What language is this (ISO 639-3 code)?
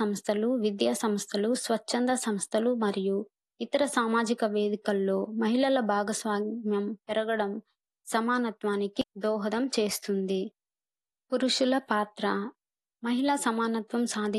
tel